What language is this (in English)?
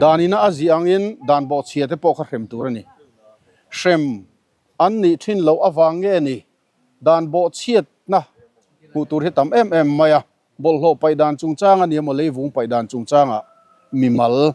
Mizo